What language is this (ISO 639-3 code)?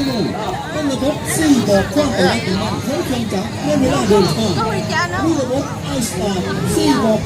lao